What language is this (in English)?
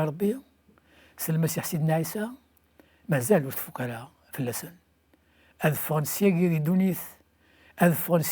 Kabyle